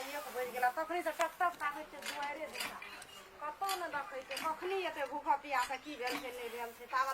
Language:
Maithili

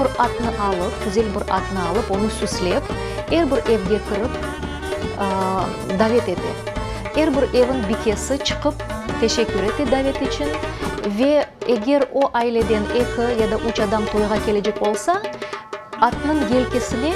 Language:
Crimean Tatar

